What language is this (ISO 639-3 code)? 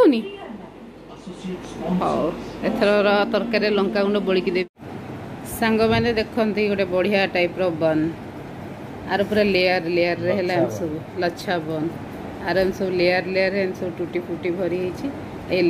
ori